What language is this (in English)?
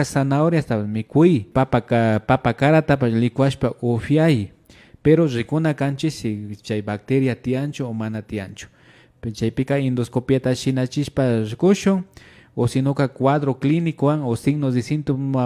Imbabura Highland Quichua